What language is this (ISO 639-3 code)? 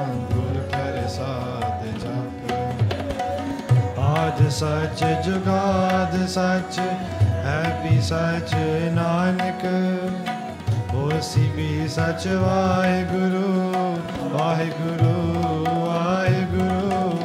pan